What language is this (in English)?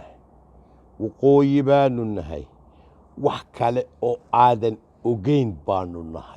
Somali